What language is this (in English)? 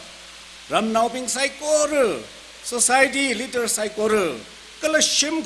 Tangkhul Naga (India)